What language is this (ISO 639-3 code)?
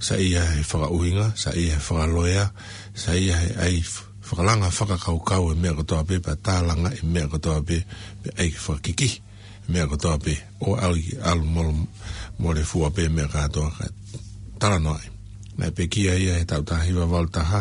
ton